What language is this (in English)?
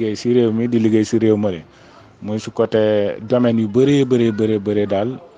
Wolof